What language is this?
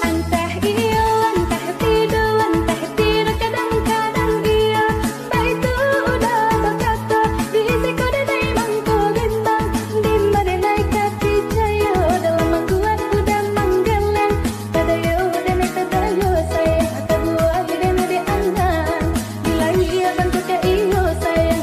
Minangkabau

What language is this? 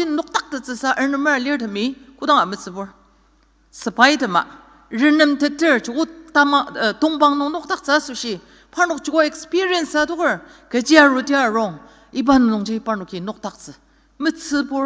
Ao Naga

